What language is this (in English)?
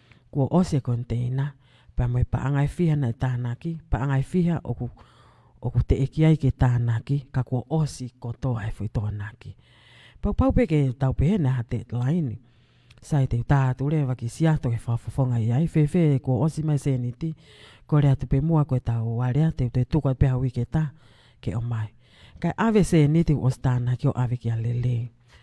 Tongan